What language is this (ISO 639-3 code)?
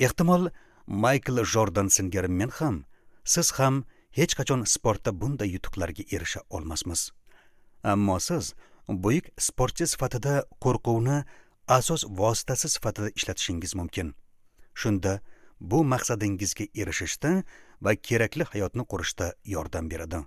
uzb